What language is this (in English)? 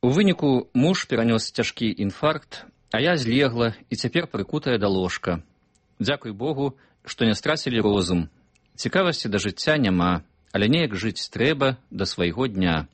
Belarusian